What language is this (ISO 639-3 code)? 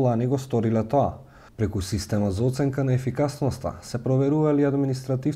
mkd